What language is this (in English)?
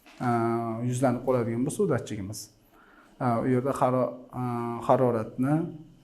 Uzbek